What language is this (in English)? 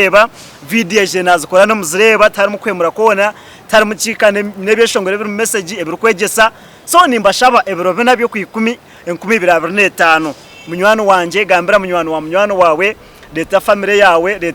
Nyankole